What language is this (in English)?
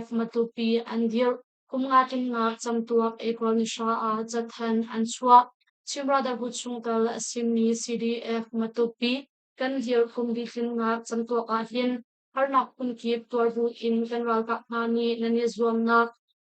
Hakha Chin